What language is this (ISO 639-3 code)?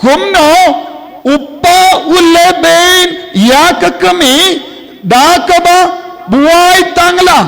kha